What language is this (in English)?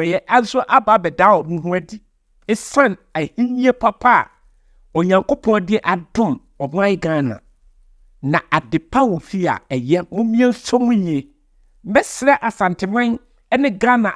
Akan